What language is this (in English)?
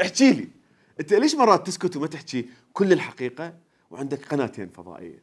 Mesopotamian Arabic